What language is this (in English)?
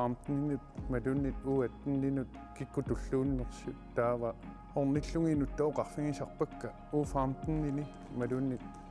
Kalaallisut